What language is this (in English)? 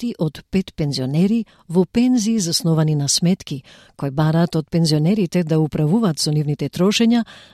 Macedonian